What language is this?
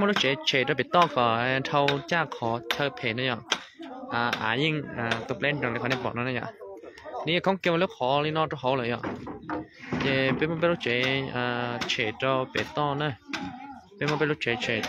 Vietnamese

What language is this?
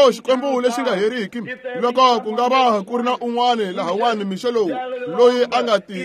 Tsonga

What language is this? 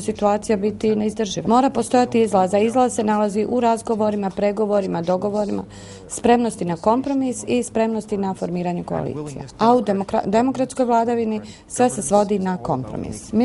Bosnian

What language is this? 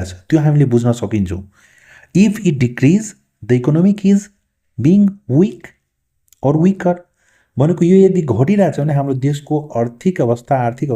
Nepali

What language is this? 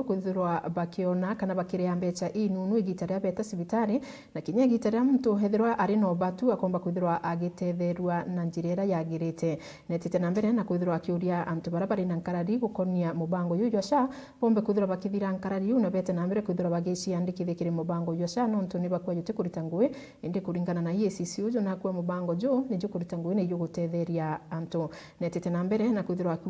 Meru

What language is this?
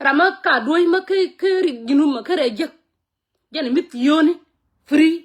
Nuer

